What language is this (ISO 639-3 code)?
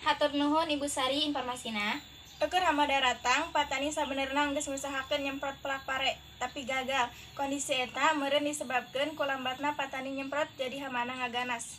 sun